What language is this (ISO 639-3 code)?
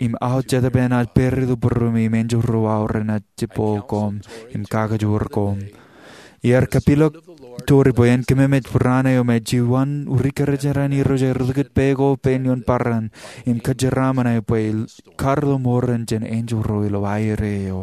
mah